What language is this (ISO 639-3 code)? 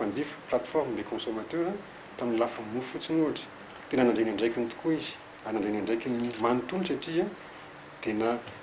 mlg